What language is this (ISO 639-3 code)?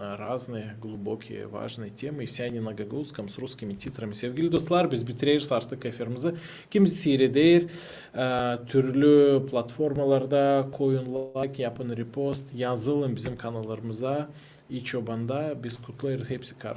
gag